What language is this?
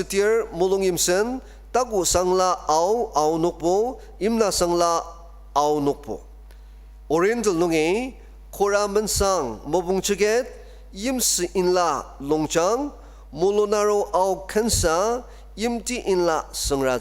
Ao Naga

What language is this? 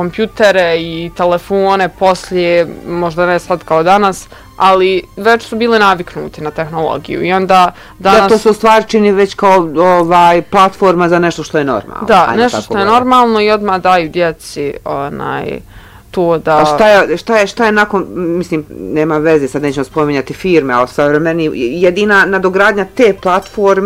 Bosnian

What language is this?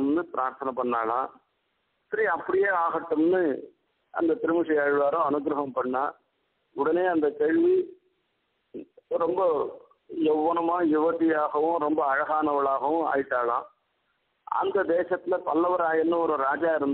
Tamil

